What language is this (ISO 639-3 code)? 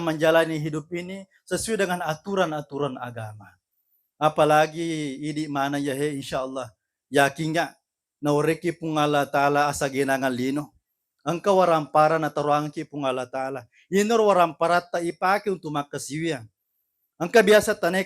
bug